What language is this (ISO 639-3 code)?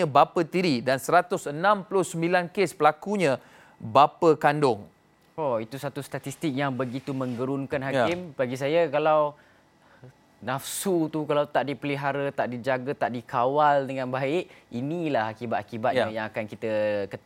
msa